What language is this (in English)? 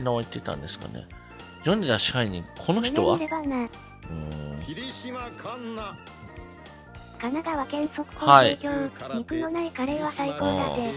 Japanese